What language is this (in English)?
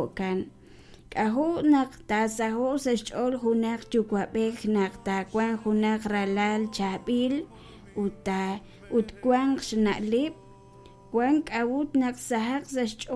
Kekchí